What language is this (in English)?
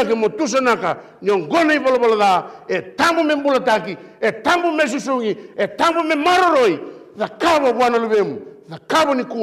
Fijian